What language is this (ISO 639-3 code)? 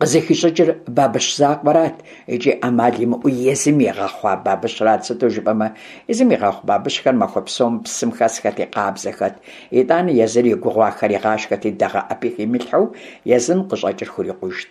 kbd